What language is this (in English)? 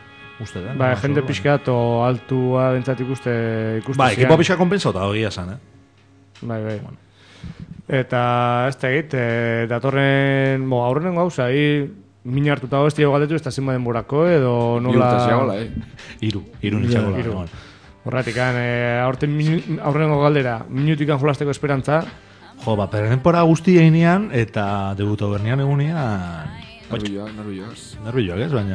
Basque